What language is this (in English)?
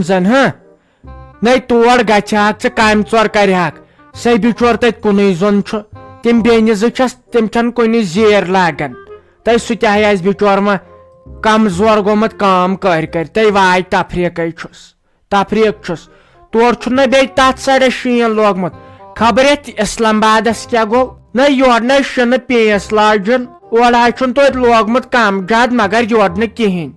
Kashmiri